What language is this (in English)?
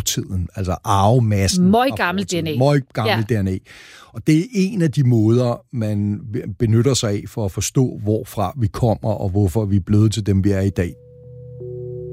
Danish